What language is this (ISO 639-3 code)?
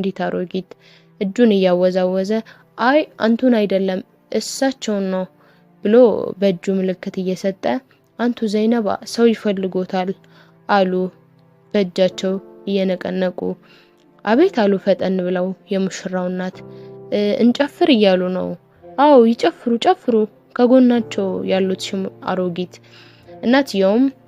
amh